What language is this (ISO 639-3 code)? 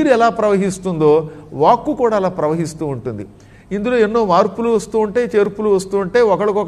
tel